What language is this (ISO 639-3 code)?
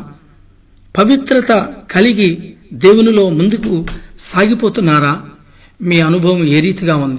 tel